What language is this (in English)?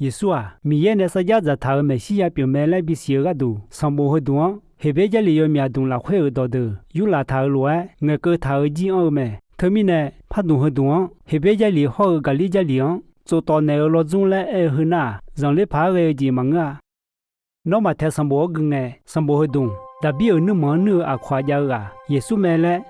Akha